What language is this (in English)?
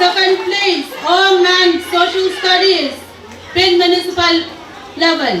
Pohnpeian